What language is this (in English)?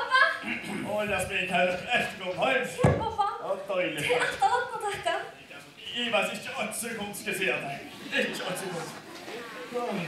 Faroese